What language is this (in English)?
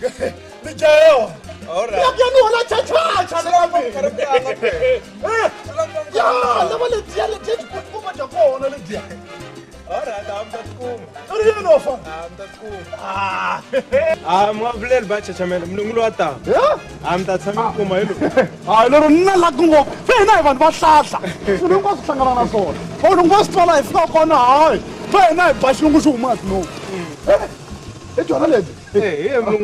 Tsonga